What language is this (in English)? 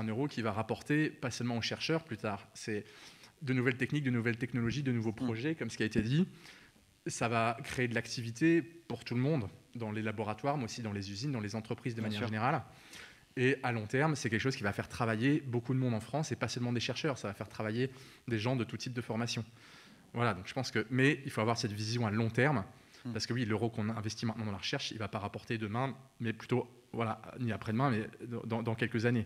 French